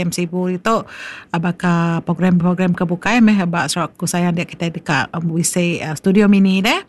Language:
Iban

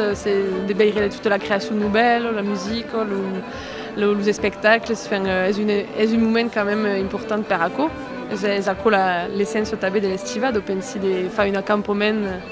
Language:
Occitan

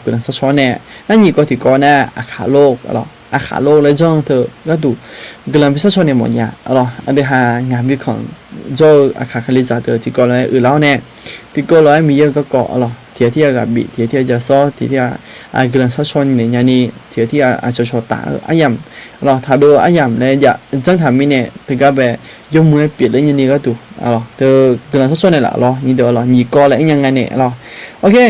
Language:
Akha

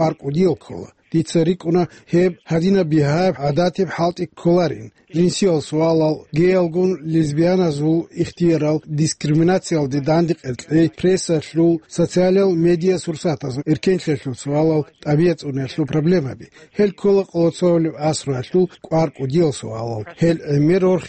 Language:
Avaric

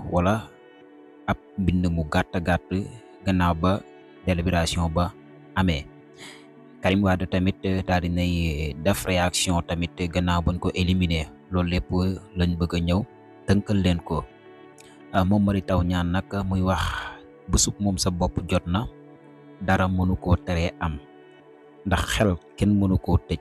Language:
Wolof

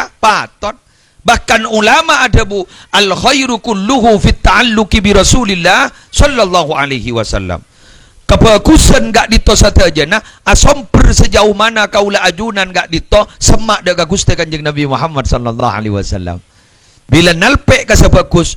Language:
Madurese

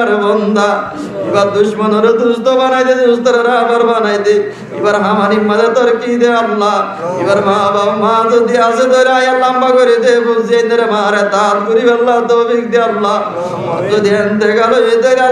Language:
Rohingya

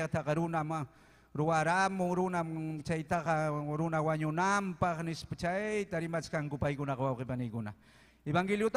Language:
Ayacucho Quechua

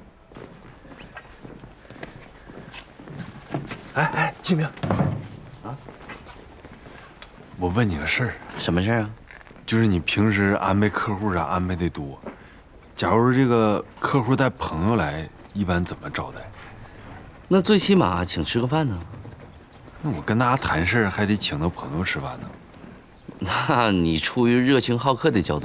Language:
Chinese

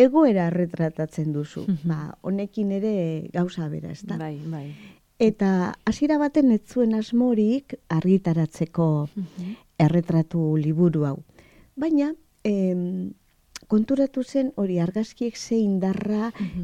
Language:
Basque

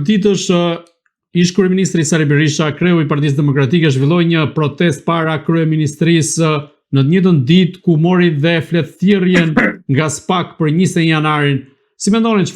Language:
Albanian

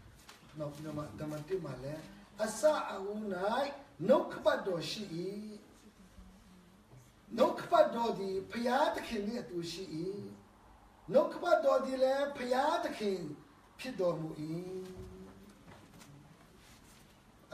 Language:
Burmese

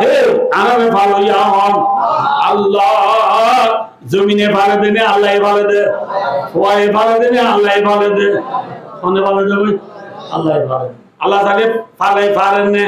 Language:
Rohingya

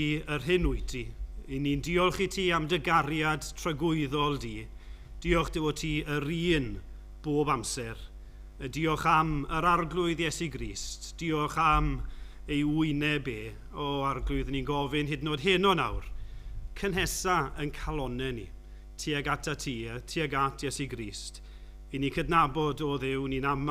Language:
Welsh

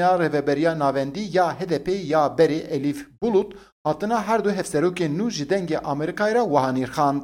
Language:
Kurdish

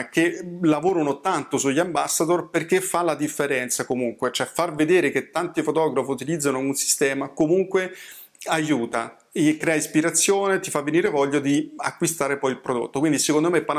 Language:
Italian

